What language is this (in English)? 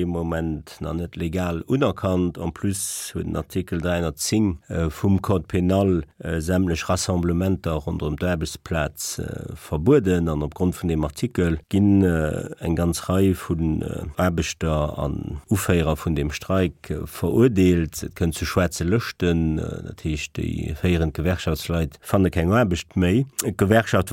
Luxembourgish